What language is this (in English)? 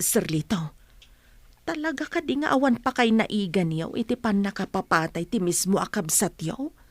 Iloko